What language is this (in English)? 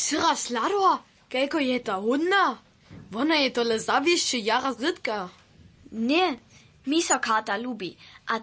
Upper Sorbian